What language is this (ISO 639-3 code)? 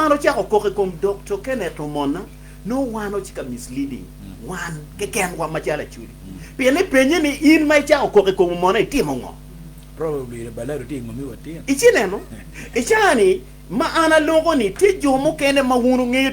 ach